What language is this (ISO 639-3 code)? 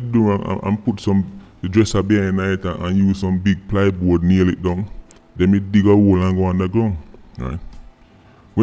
jam